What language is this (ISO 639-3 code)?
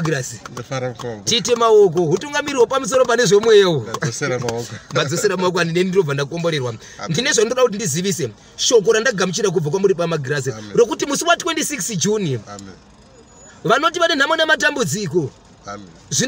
sna